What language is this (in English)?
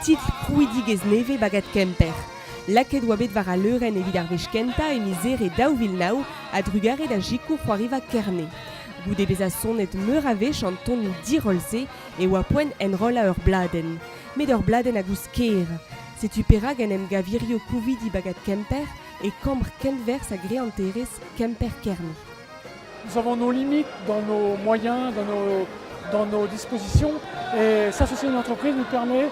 Breton